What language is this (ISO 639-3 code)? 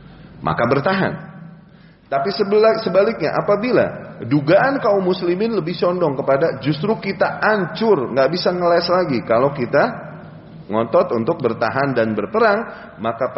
ind